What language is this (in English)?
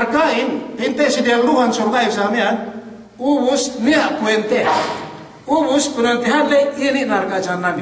Yakan